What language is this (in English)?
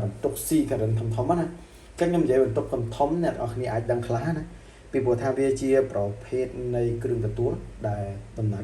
Khmer